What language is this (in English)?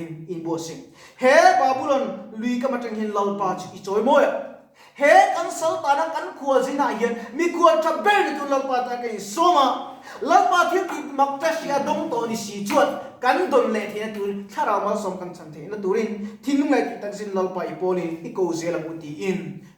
Mizo